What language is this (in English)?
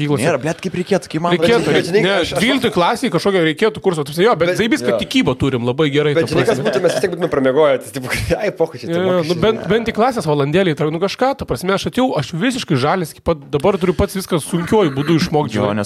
Lithuanian